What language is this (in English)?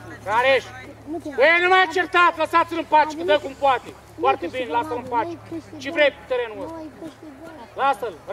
Romanian